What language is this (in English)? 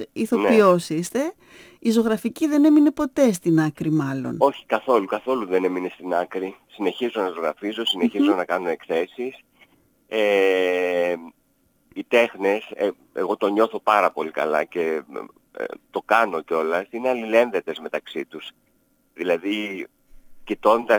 Greek